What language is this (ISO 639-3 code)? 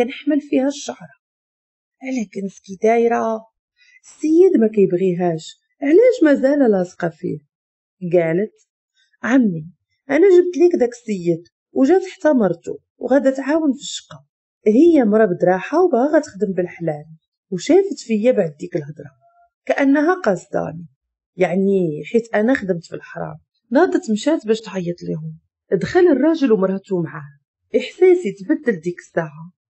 ary